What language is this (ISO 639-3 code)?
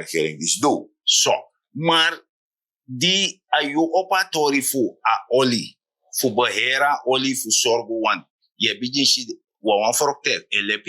srn